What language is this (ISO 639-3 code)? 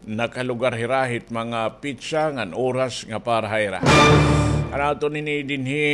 war